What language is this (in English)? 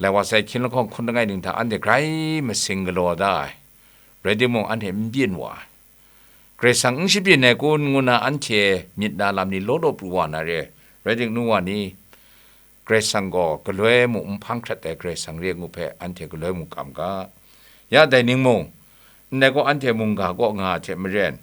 Kachin